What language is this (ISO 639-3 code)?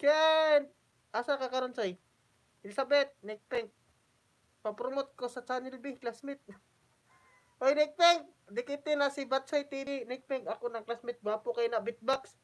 ceb